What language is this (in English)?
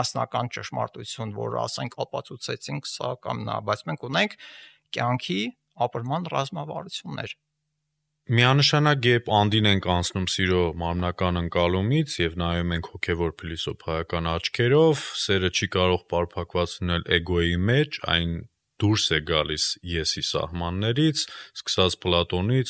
Armenian